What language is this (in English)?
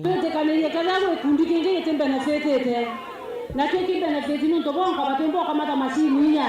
Meru